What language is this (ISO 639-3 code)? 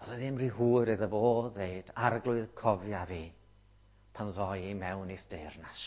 cym